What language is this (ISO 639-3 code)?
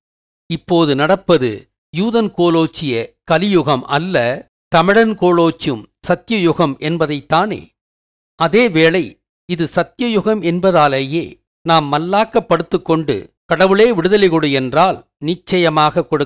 tam